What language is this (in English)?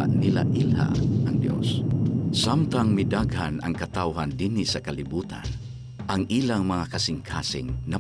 Cebuano